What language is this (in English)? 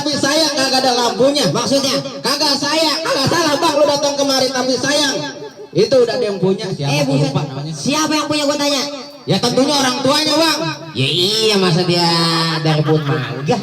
Betawi